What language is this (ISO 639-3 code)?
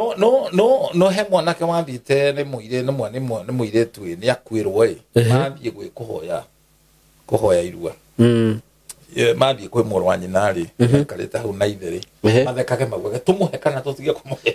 kik